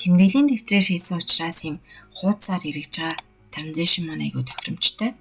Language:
Mongolian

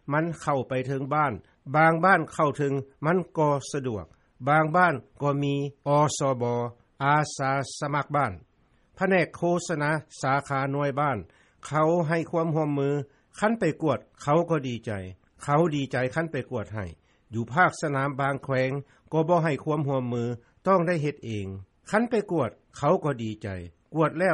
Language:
Lao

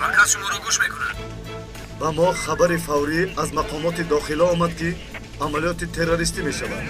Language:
Tajik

